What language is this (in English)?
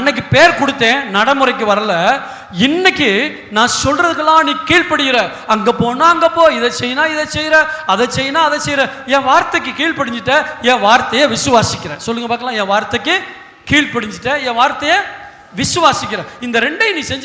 Tamil